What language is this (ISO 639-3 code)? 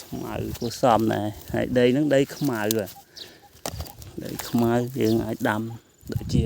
khm